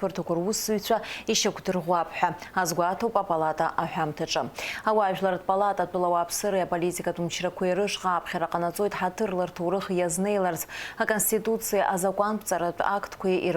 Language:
Abkhazian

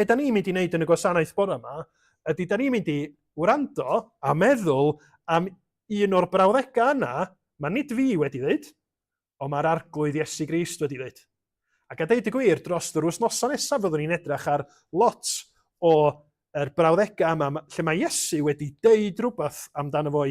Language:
Welsh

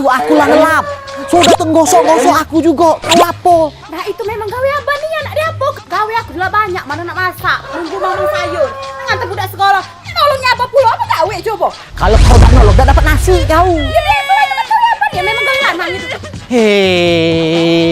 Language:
Musi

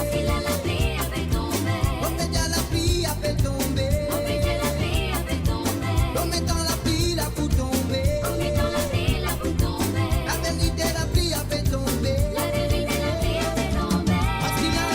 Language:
Morisyen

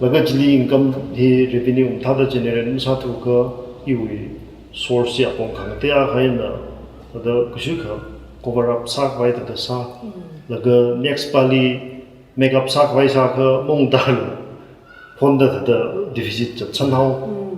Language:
Tangkhul Naga (India)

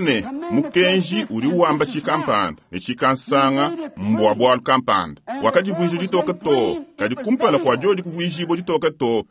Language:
Luba-Lulua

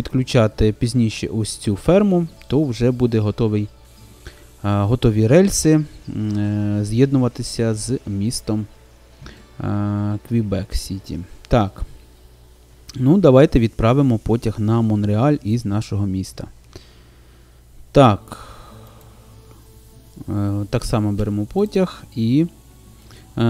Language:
Ukrainian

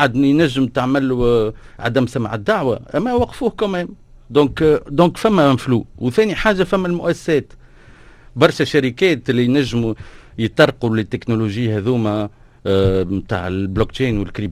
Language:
Tunisian Arabic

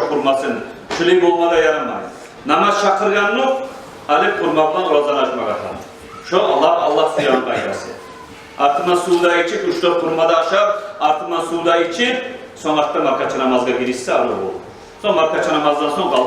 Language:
Kumyk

